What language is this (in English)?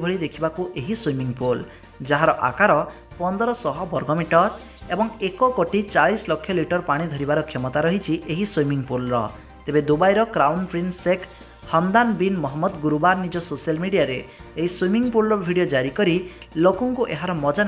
Odia